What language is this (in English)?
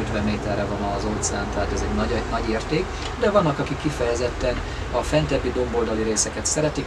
Hungarian